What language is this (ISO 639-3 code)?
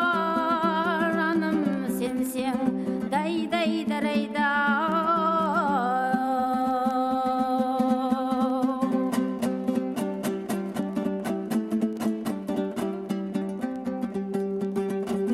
kaz